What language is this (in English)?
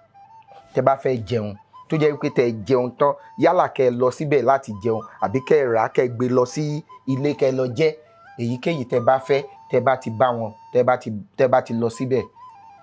Yoruba